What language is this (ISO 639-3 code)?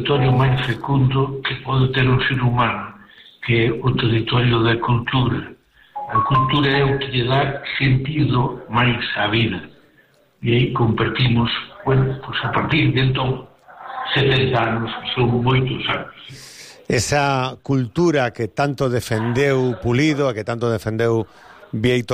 glg